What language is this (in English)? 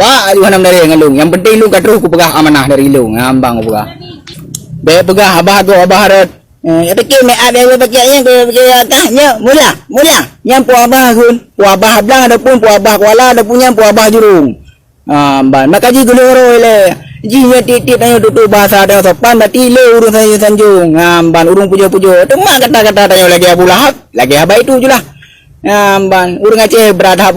Achinese